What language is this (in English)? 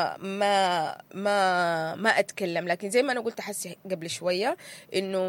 Sudanese Arabic